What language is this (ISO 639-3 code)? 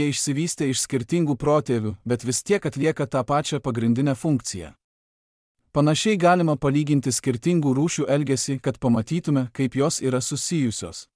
lit